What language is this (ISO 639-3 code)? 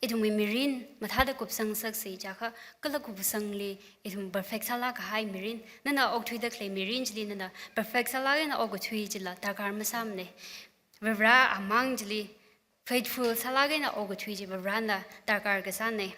nmf